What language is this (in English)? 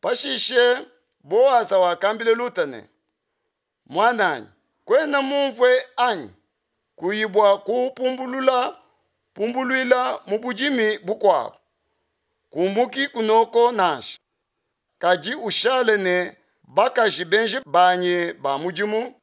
Luba-Lulua